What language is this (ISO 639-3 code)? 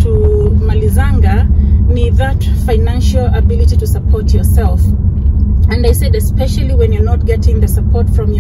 swa